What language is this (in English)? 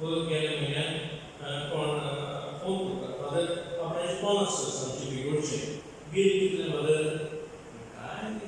Konkani